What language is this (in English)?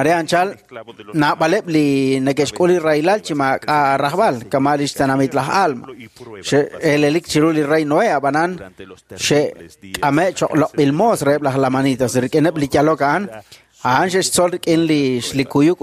Kekchí